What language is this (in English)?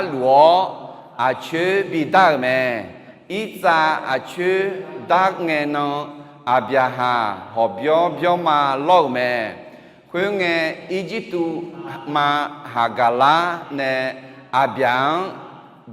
Akha